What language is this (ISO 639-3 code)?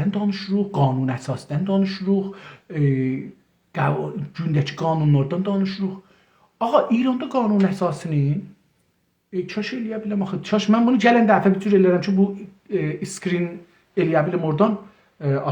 azb